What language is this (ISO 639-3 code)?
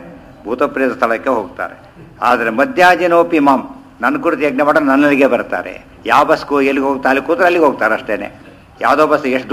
kan